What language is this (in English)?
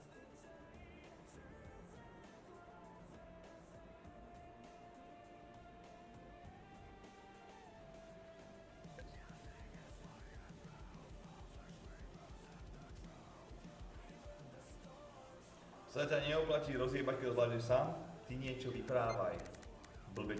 Slovak